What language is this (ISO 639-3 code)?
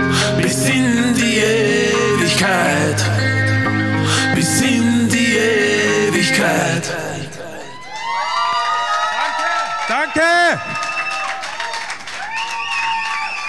deu